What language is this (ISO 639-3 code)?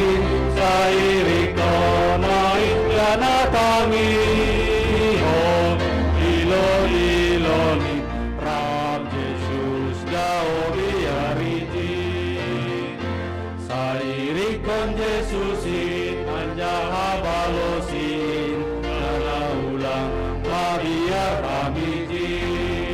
bts